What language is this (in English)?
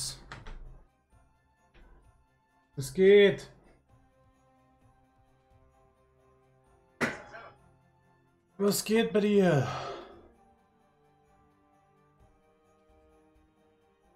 German